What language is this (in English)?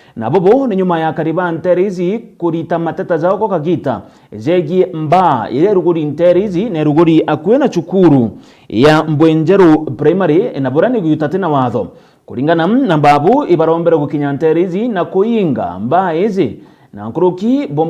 Meru